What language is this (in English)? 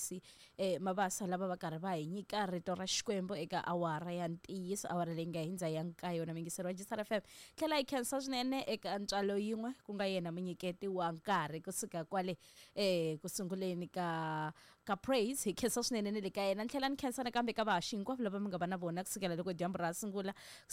Tsonga